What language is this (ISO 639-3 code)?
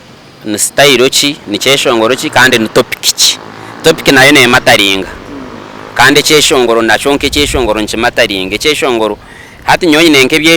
nyn